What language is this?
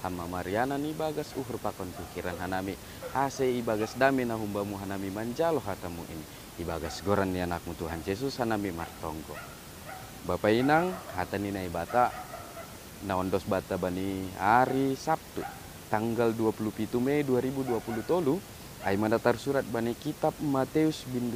Batak Simalungun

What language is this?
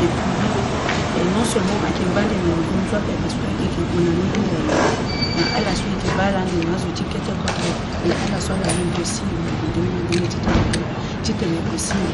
Sango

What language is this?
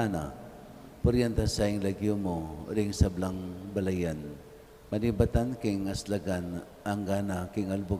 Pampanga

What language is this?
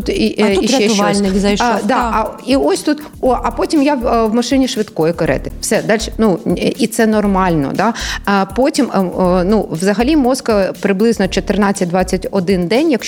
Ukrainian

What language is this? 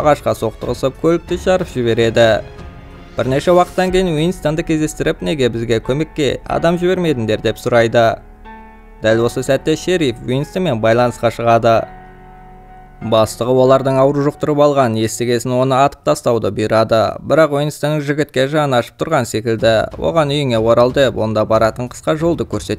Kazakh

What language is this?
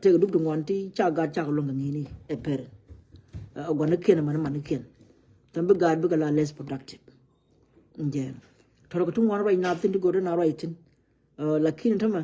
Nuer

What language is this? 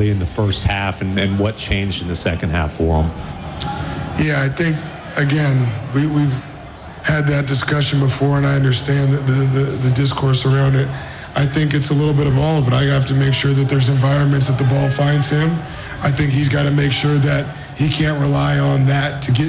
English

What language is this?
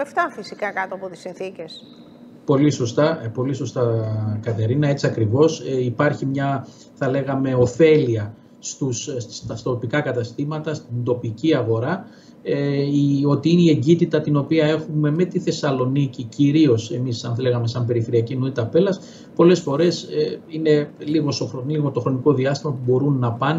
Greek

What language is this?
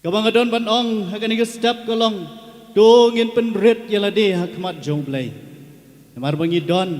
Khasi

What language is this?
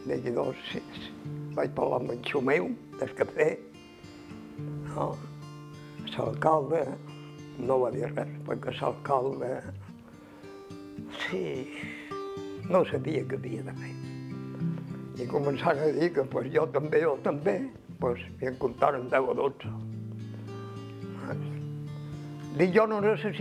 Catalan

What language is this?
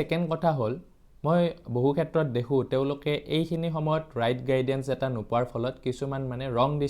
Assamese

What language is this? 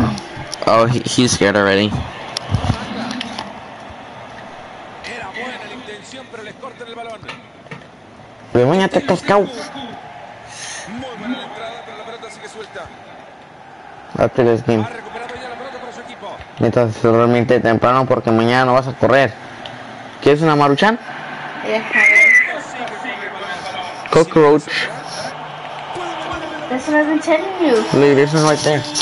Spanish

